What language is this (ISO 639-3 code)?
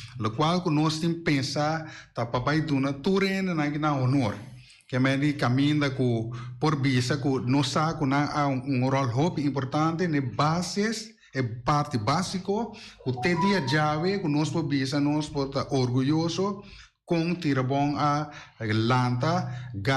pap